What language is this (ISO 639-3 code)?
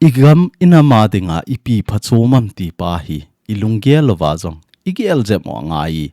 tcz